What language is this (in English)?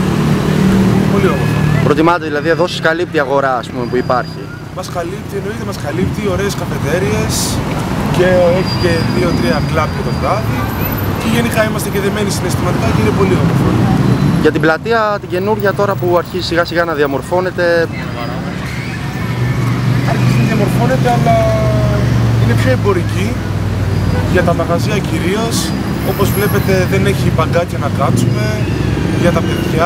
Greek